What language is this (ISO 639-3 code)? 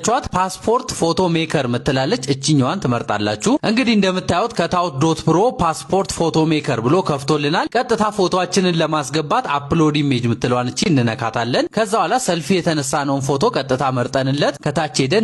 amh